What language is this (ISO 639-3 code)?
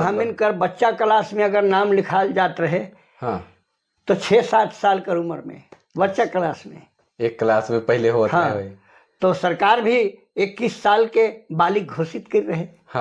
sck